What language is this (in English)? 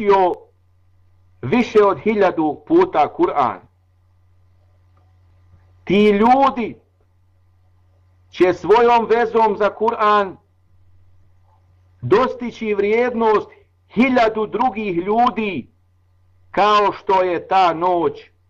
Bosnian